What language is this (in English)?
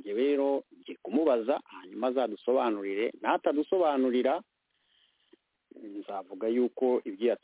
Kinyarwanda